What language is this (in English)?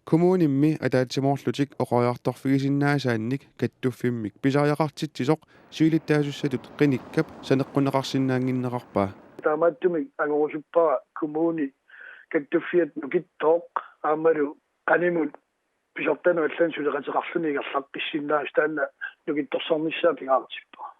Kalaallisut